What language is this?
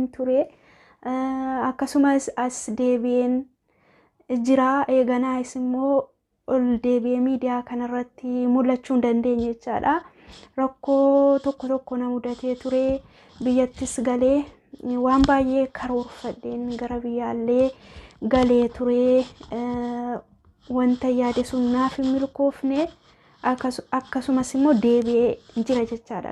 Oromo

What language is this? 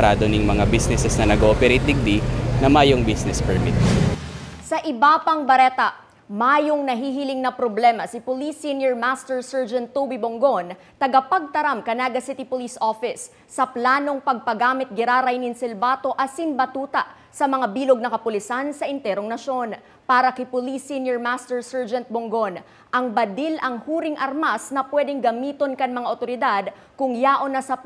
Bikol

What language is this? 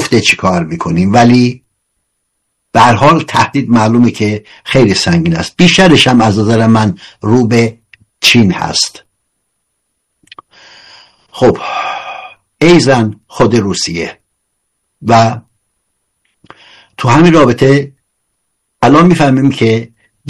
Persian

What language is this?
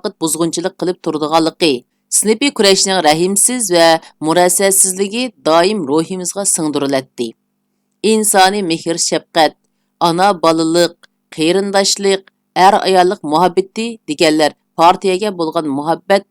Uyghur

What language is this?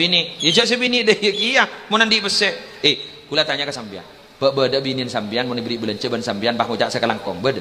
Madurese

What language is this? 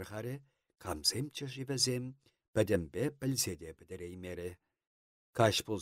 Chuvash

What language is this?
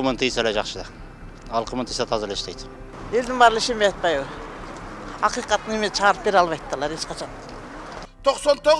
Kyrgyz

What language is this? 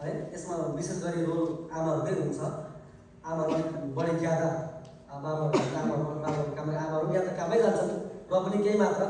Nepali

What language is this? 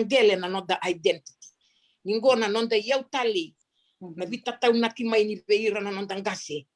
Fijian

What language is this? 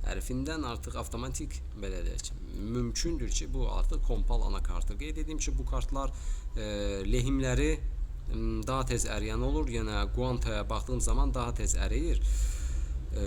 Azerbaijani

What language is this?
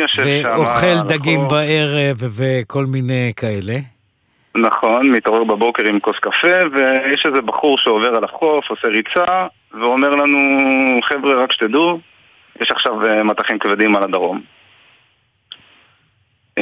Hebrew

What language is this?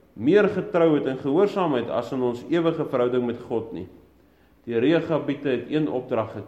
Afrikaans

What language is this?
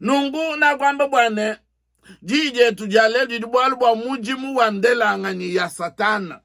Luba-Lulua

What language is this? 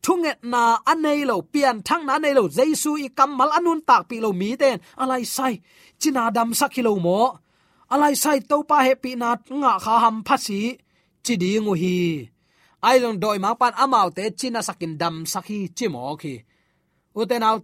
Tedim Chin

